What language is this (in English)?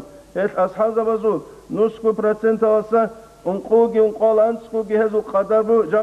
Avaric